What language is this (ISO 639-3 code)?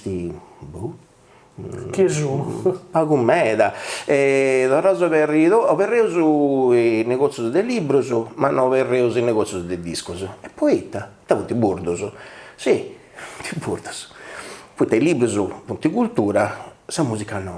srd